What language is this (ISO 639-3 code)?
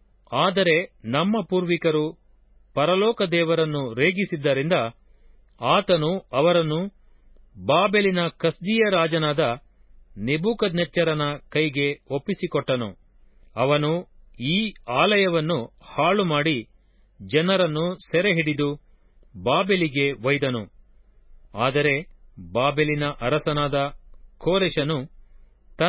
kan